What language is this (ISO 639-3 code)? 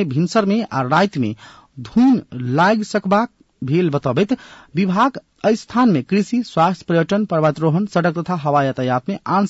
mai